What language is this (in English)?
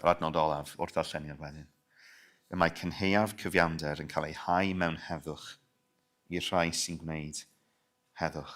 Welsh